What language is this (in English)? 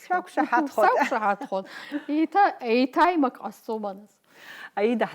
Abkhazian